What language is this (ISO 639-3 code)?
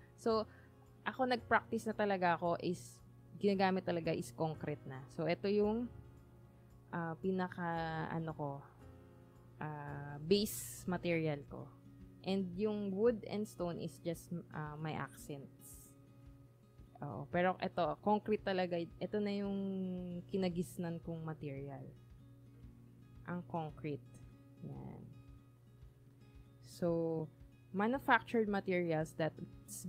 fil